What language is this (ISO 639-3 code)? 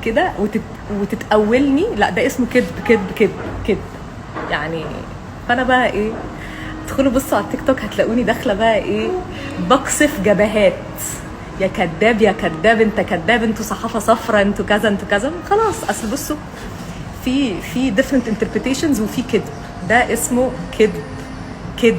arz